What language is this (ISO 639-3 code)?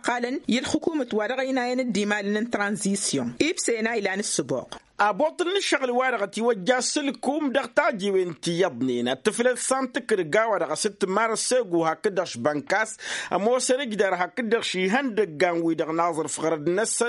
taq